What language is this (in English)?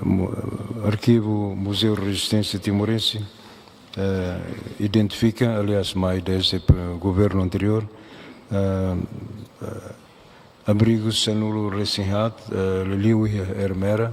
Tetum